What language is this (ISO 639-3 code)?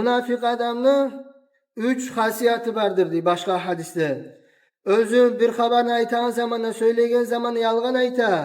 kum